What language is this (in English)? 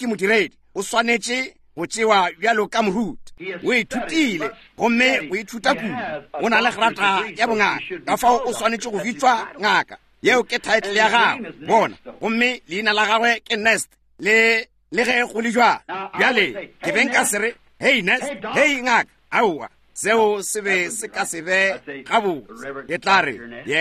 Northern Sotho